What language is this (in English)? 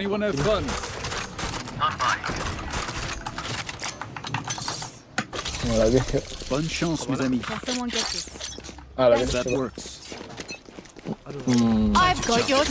Indonesian